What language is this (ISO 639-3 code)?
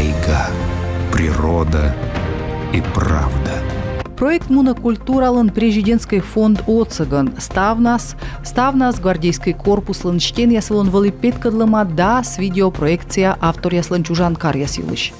kom